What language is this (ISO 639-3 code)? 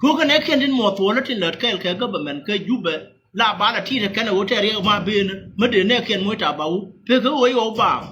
nus